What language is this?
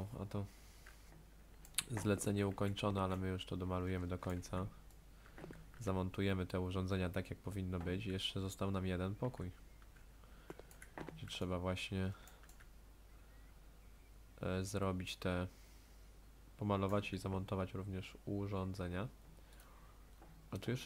Polish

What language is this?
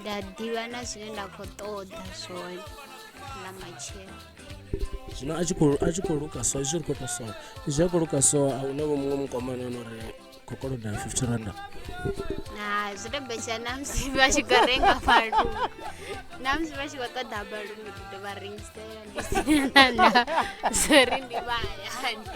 Venda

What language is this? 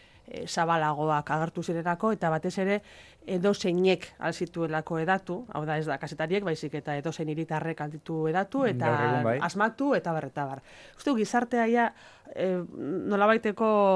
Basque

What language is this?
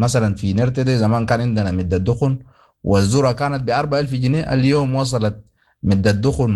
Sudanese Arabic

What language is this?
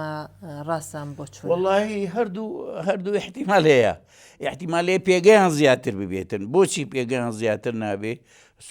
Central Kurdish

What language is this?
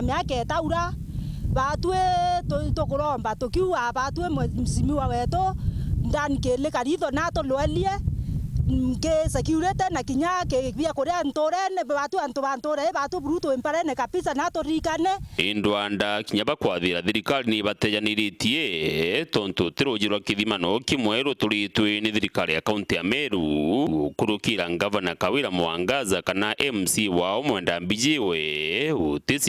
Meru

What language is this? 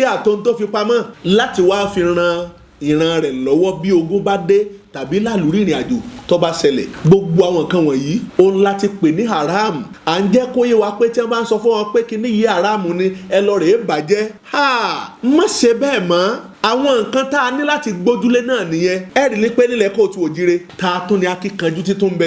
Yoruba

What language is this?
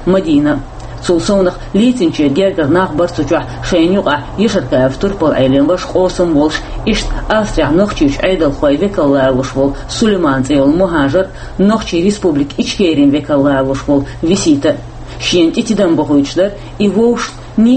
Chechen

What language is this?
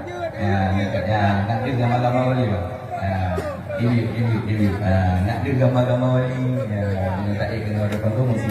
Achinese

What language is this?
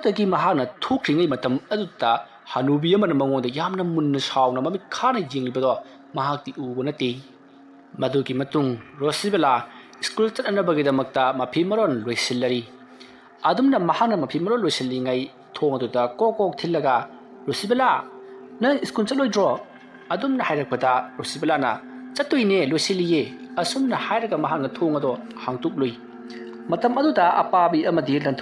Manipuri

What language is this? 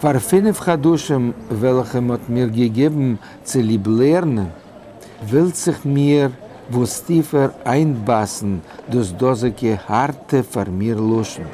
Yiddish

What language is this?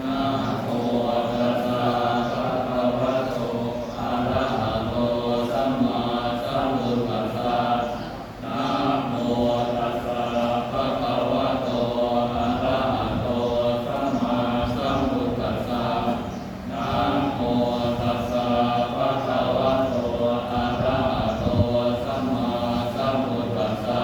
Pali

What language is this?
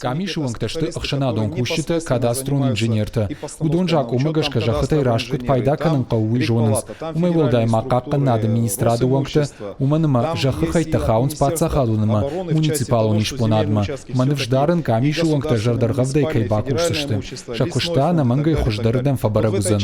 Ossetic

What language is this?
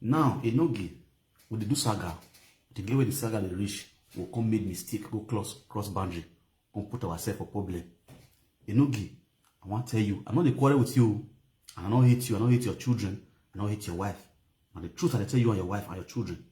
Nigerian Pidgin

